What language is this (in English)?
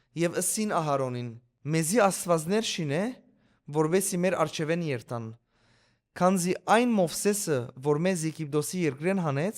Western Armenian